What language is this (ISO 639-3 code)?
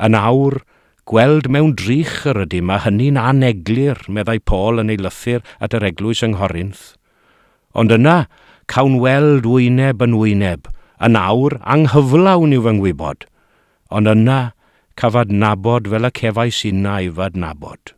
cym